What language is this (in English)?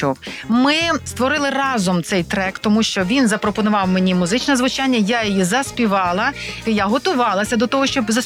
Ukrainian